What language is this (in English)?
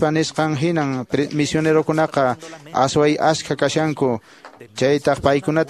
Quechua